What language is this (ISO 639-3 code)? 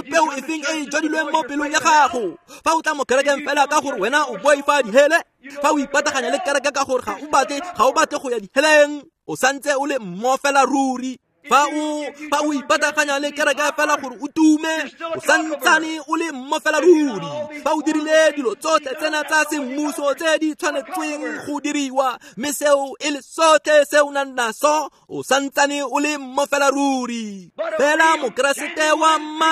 tsn